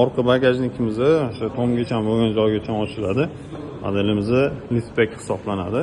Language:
Uzbek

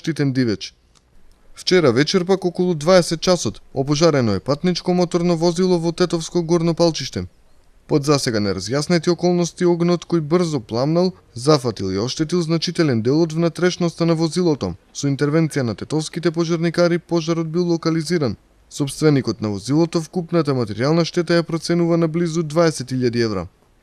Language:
Macedonian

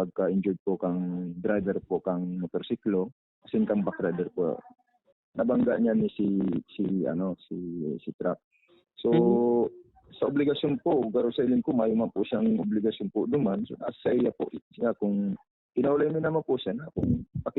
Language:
Bikol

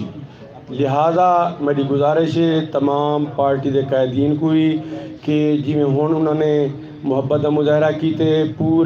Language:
Saraiki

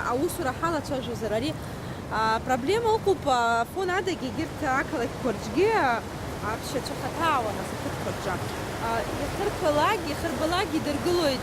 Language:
Abkhazian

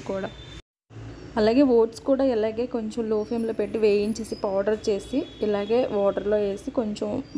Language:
Telugu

